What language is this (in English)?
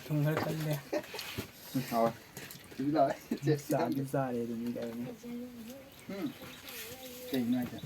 Manipuri